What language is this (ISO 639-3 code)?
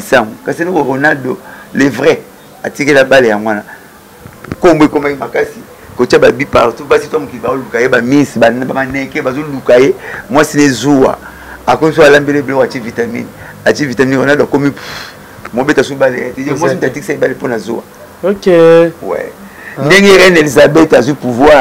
lin